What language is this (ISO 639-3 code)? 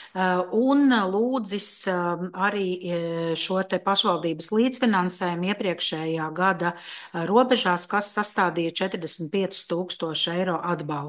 lav